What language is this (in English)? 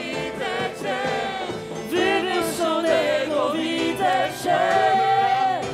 Polish